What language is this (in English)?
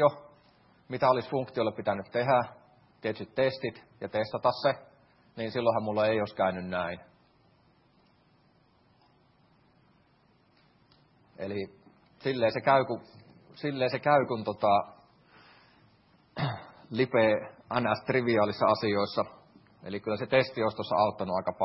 Finnish